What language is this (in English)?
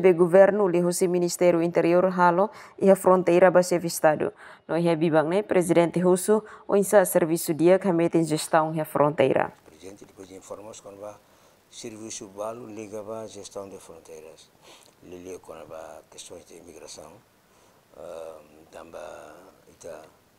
Tetum